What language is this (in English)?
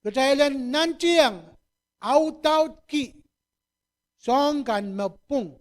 Pohnpeian